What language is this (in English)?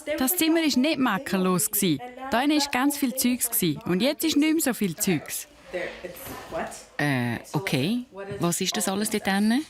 Swiss German